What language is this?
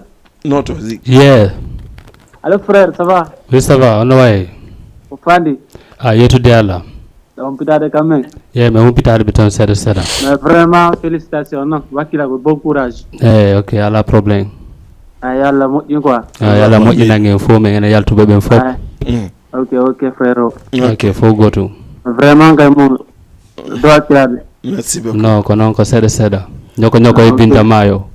Fula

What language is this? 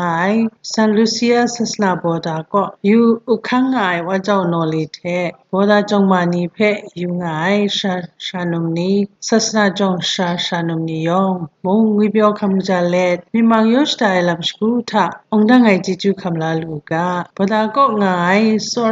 Kachin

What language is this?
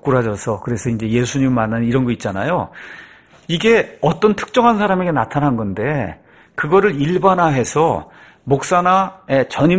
Korean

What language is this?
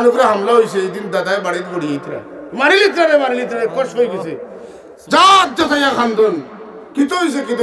Sylheti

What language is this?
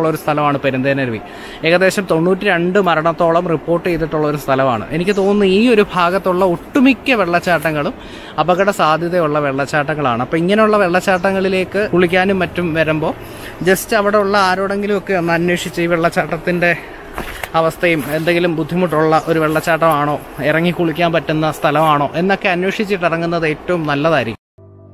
Malayalam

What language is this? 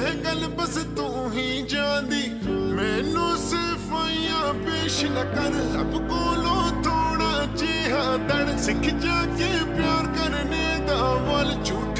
Punjabi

